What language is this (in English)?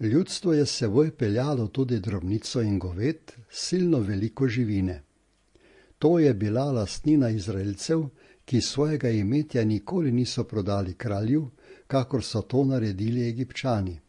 Slovenian